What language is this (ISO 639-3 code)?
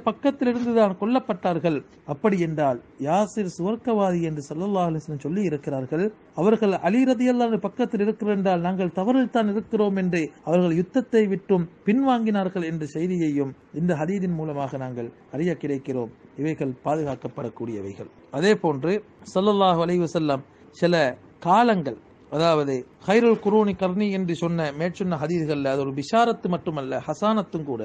tam